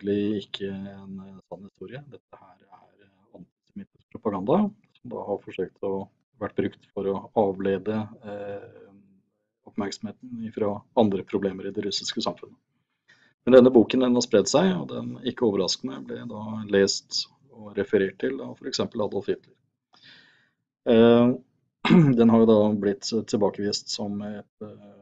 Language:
Norwegian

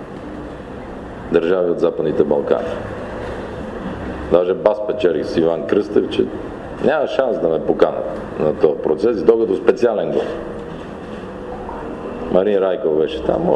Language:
Bulgarian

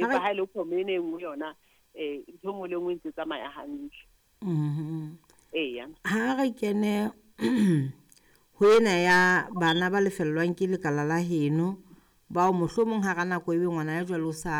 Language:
Southern Sotho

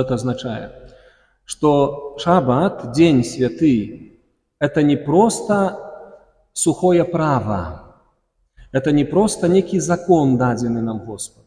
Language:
Belarusian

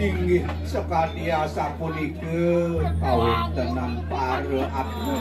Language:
Balinese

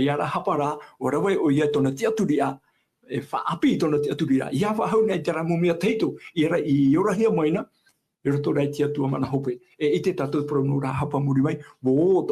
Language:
Tahitian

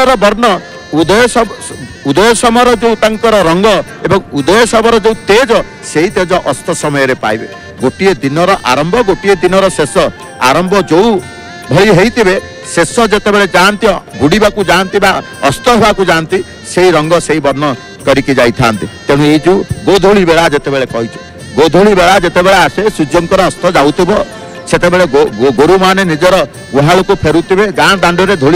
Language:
Odia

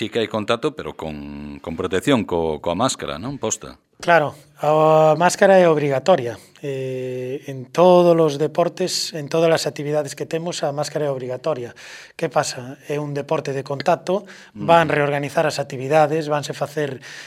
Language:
Galician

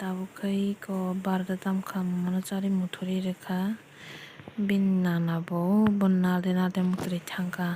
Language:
Kok Borok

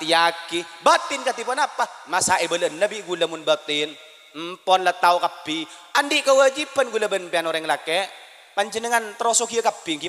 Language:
Madurese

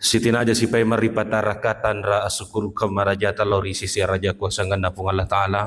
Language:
Buginese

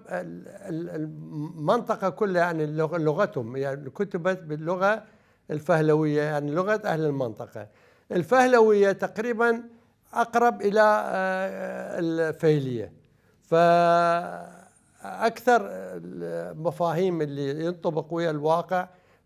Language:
Mesopotamian Arabic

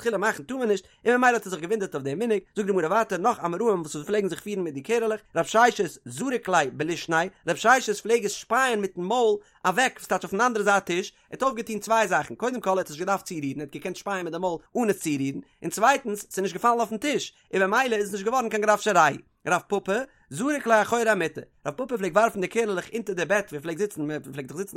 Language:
Yiddish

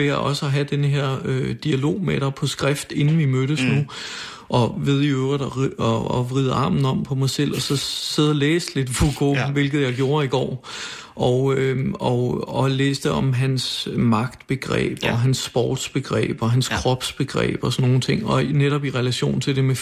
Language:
Danish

